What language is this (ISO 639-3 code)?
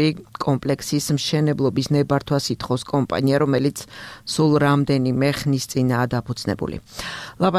kat